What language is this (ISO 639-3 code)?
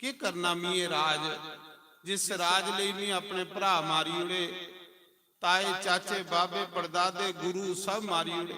doi